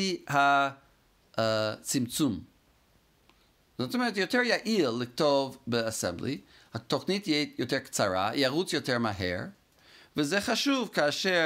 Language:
Hebrew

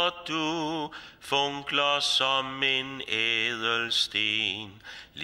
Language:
Danish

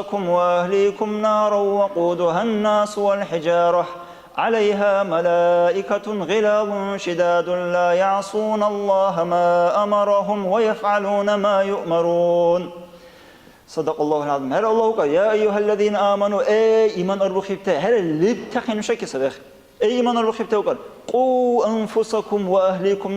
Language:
Dargwa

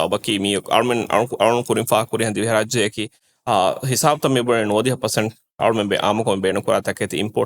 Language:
Divehi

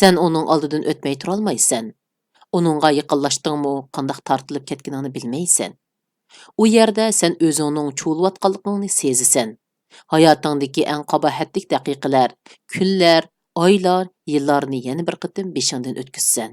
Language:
Uyghur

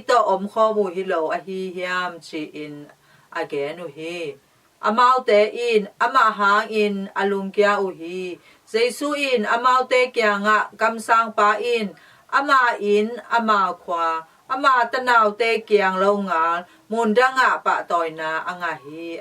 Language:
Tedim Chin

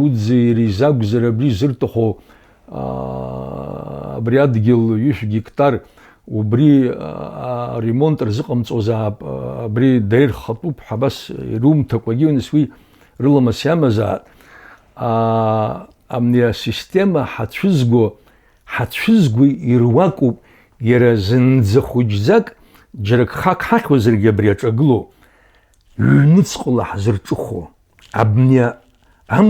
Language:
Abkhazian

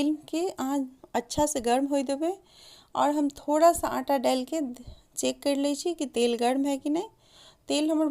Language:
Maithili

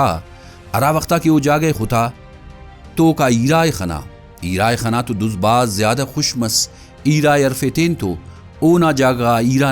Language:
Brahui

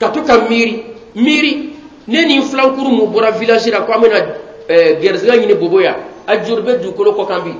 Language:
Bambara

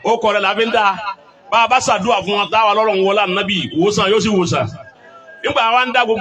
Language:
Yoruba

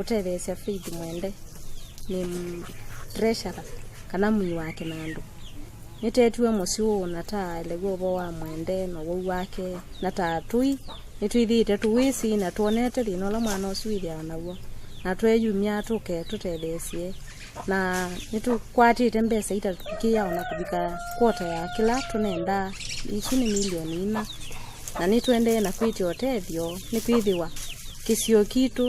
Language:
Kamba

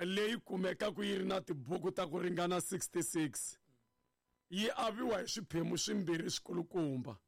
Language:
Tsonga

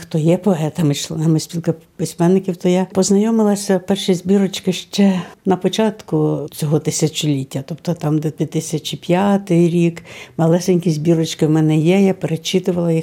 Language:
Ukrainian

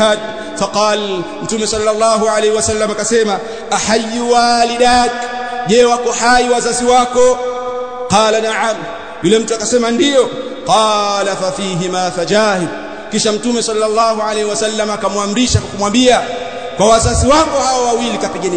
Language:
Swahili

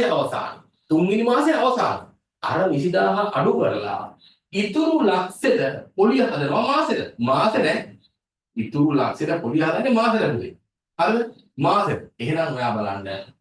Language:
Sinhala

